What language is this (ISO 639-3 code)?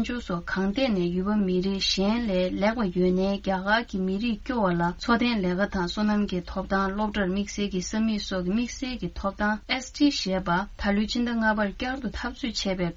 bod